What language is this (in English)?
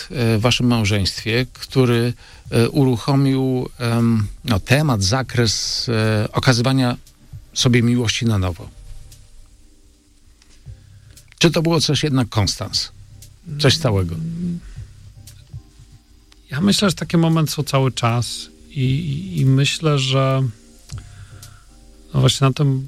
Polish